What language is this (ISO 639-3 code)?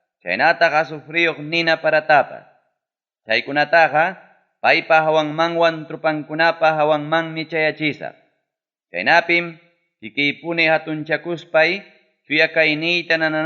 quy